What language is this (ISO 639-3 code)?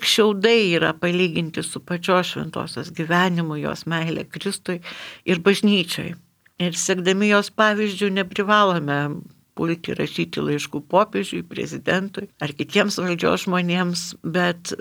lit